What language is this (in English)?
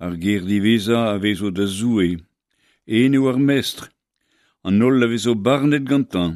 Breton